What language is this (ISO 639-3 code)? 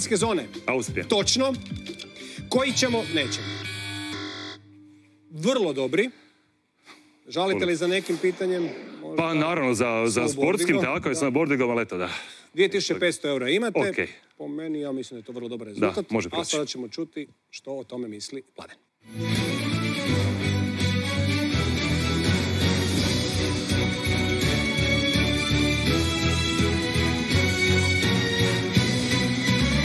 hrv